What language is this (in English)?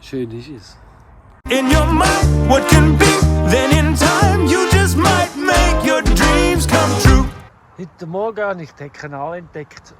Swiss German